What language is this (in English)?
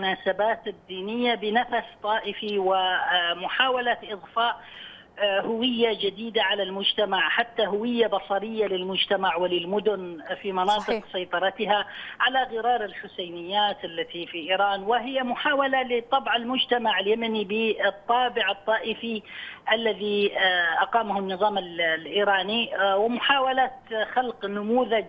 Arabic